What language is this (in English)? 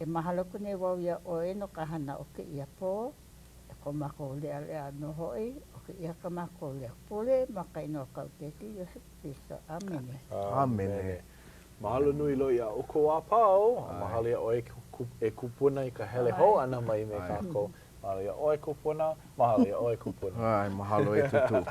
Hawaiian